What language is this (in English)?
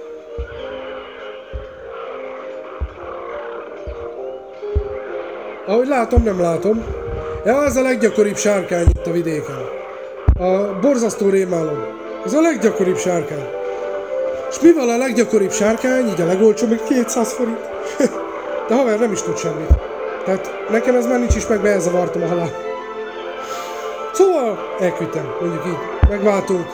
Hungarian